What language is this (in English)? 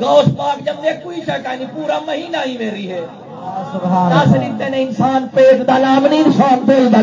Saraiki